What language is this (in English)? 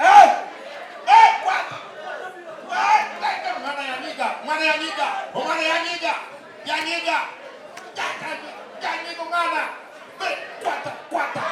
Nyankole